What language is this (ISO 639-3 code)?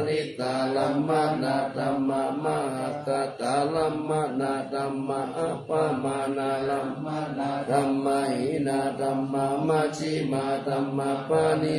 pli